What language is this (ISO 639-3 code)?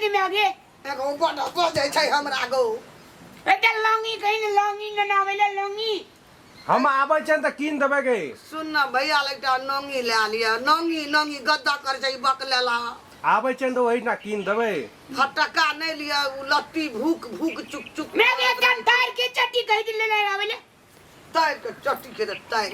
mai